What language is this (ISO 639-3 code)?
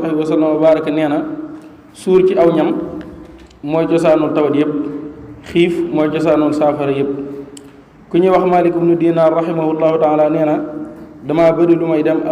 wol